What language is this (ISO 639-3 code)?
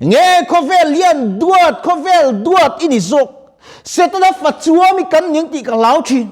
lus